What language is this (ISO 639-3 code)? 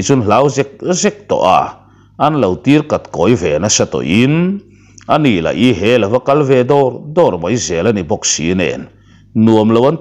lus